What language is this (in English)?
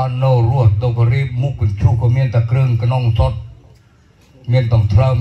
Northern Khmer